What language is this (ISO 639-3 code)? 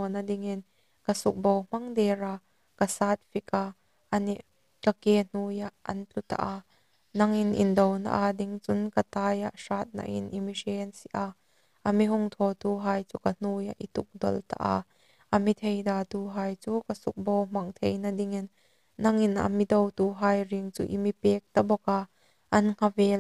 hmr